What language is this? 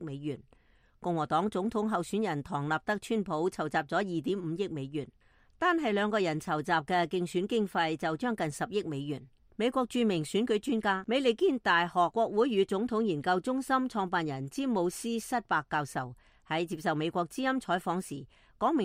Cantonese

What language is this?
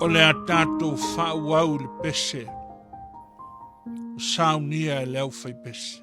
Samoan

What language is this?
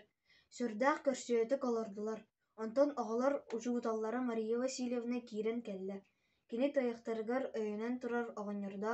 Yakut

